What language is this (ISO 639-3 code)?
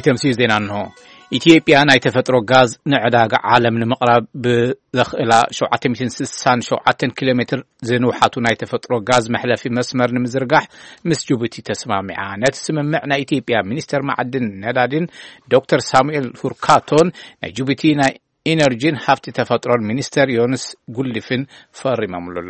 tir